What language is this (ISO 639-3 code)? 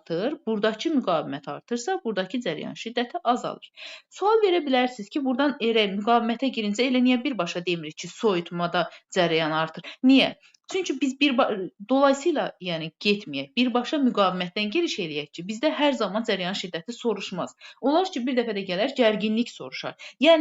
aze